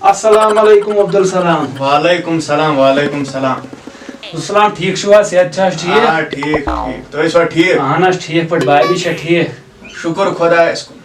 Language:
Kashmiri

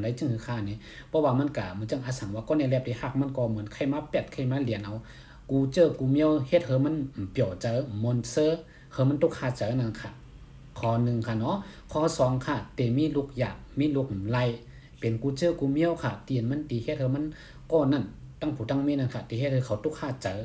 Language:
Shan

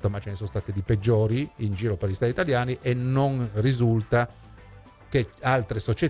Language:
Italian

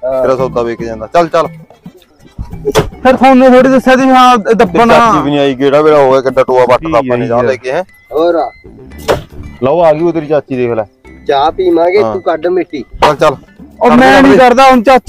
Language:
Punjabi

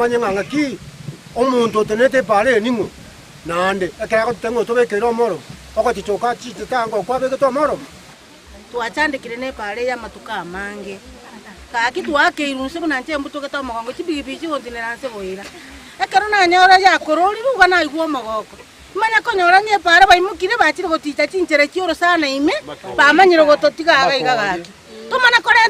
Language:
Gusii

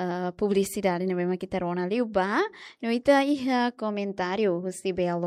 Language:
Tetum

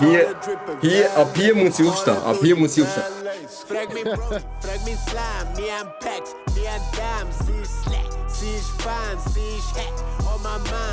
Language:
Swiss German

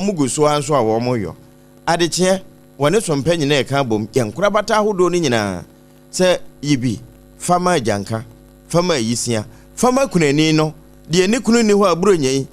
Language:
Akan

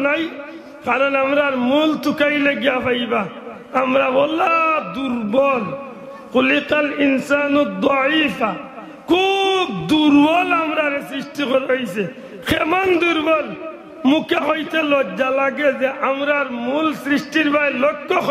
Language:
Sylheti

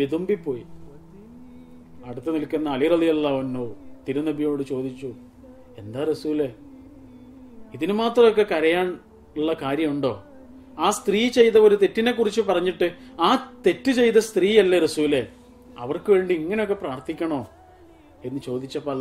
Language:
Malayalam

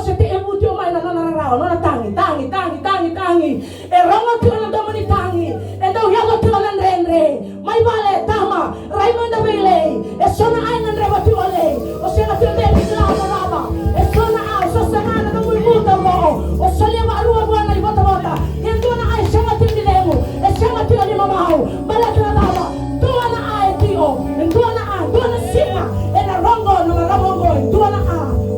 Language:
Fijian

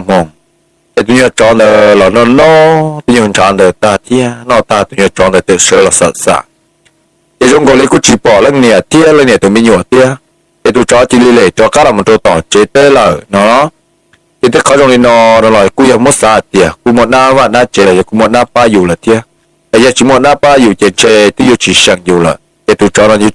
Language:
Hmong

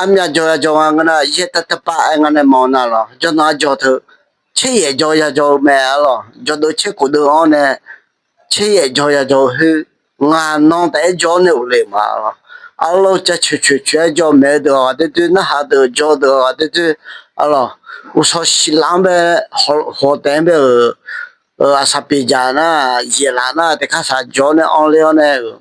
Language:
Akha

